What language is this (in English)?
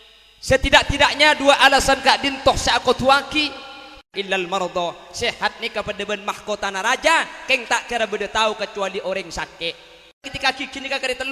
Madurese